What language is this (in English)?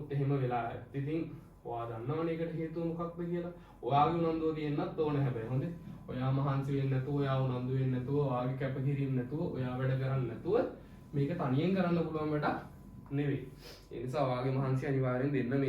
Sinhala